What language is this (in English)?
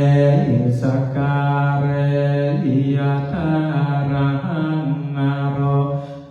Pali